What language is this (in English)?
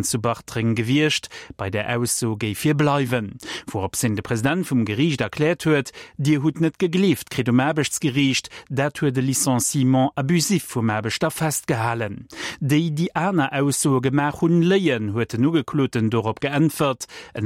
Luxembourgish